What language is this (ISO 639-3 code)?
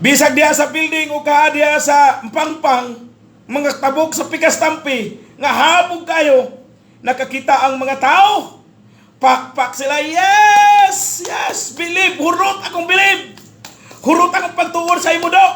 ceb